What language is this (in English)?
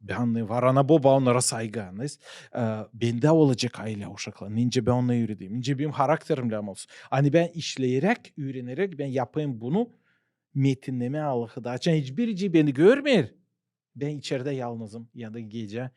Gagauz